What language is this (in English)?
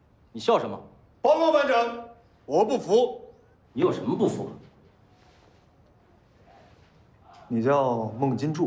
Chinese